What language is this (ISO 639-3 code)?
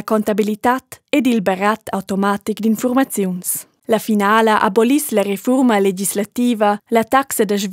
roh